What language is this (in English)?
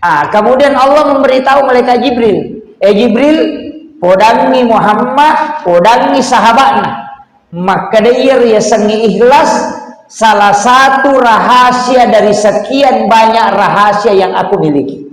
Buginese